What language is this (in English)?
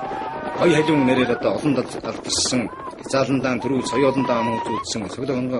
Mongolian